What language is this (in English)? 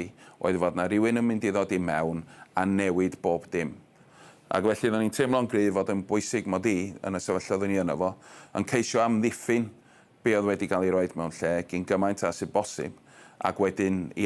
Welsh